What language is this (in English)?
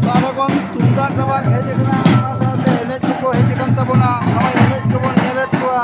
Santali